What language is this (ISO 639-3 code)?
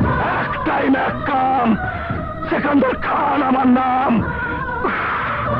ben